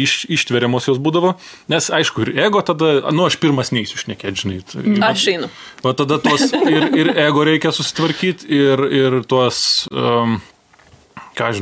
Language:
Lithuanian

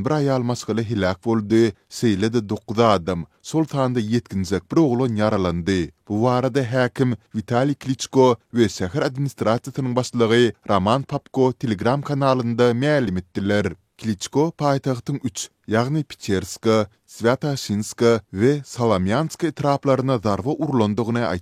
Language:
Turkmen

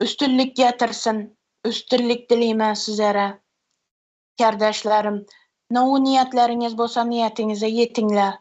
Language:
Turkmen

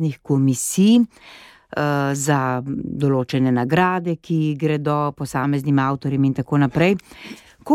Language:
Slovenian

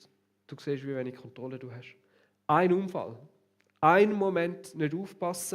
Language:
Swiss German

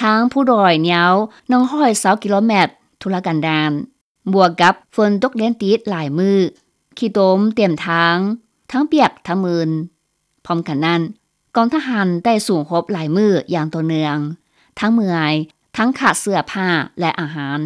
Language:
Lao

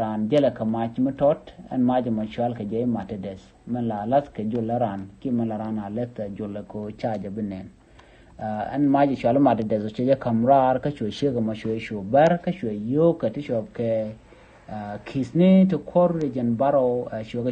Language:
Nuer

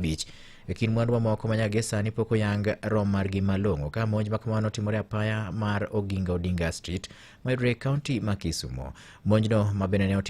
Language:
Luo (Kenya and Tanzania)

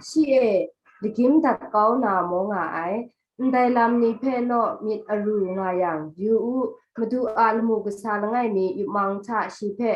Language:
Kachin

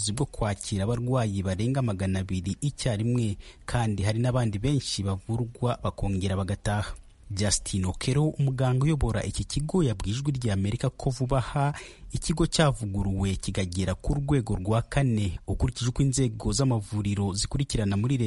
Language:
Kinyarwanda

